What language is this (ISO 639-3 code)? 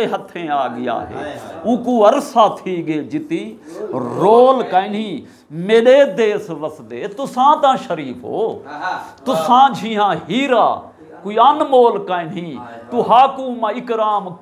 skr